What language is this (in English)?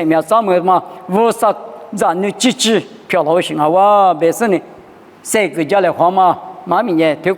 Lisu